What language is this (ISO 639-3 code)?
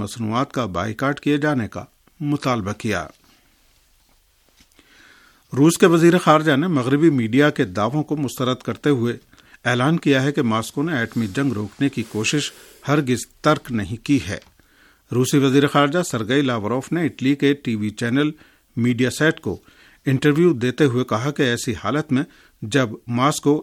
urd